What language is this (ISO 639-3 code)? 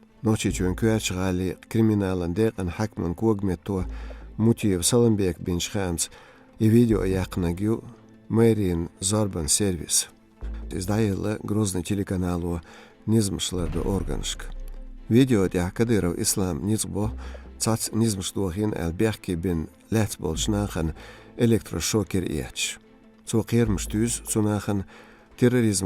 che